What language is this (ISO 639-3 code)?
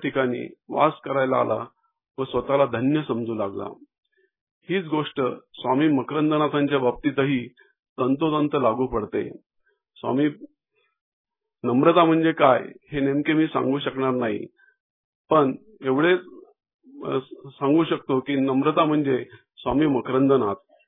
mar